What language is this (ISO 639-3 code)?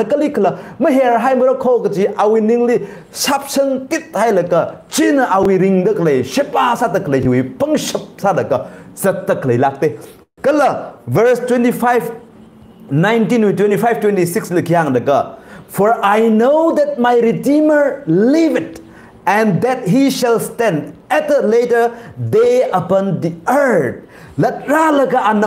nmf